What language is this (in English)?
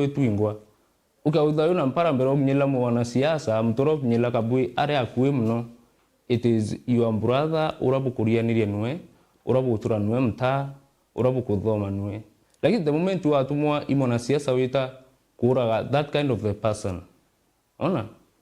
Meru